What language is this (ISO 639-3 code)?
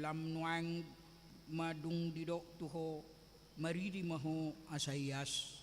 bbc